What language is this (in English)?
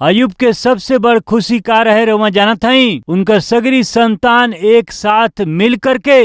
Bhojpuri